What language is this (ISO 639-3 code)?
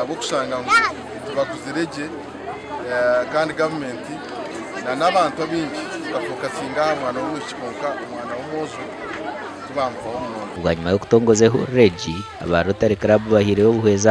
nyn